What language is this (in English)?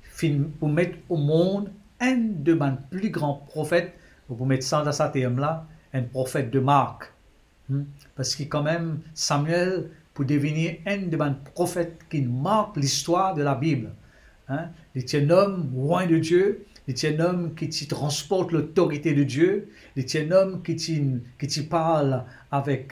Morisyen